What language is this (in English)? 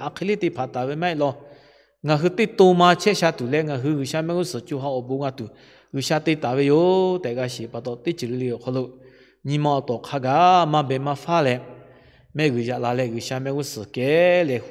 Lahu